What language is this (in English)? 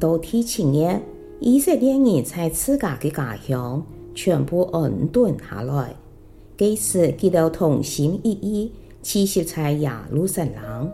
Hakka Chinese